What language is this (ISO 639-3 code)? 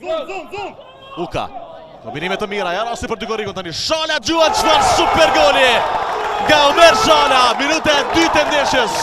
sqi